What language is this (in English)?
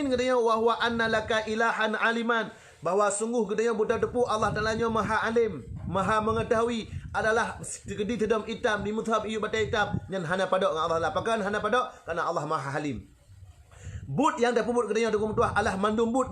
Achinese